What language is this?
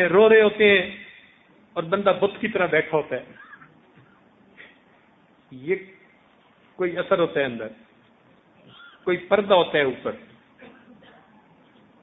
Urdu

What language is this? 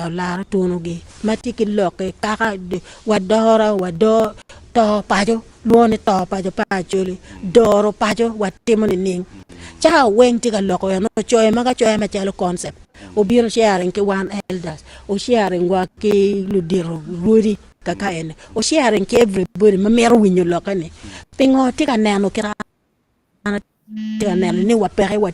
Acoli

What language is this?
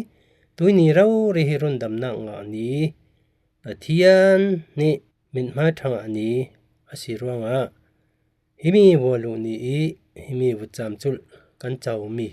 Falam Chin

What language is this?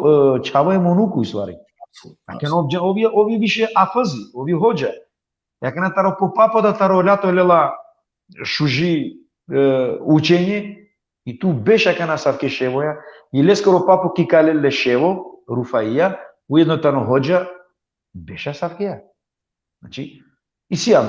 Balkan Romani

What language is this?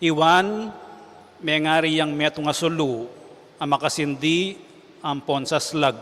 Pampanga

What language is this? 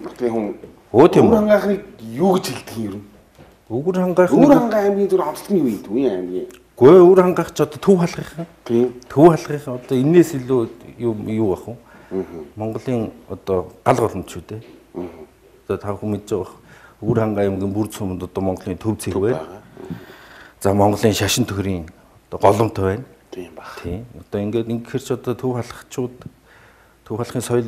Mongolian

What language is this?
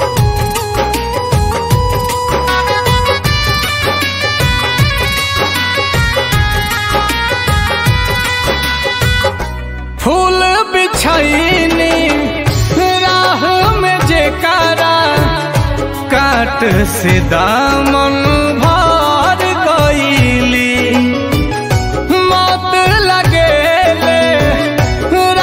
Bhojpuri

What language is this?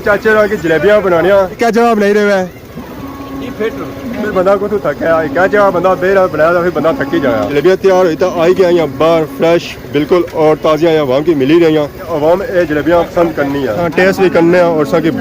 Pahari-Potwari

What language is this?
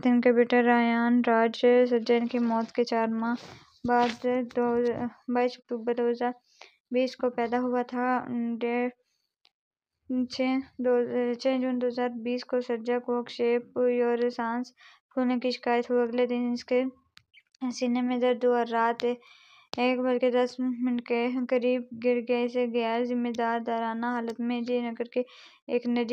Urdu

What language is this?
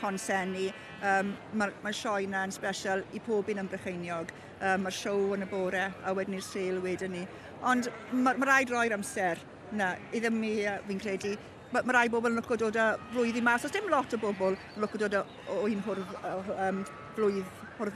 Welsh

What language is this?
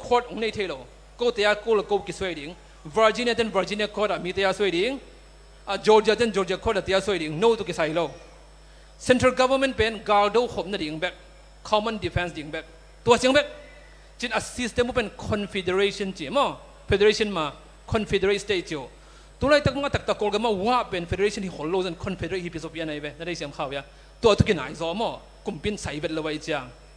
Tedim Chin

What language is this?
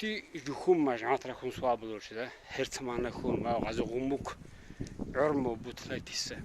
Lak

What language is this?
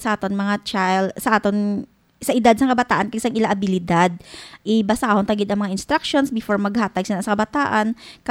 Hiligaynon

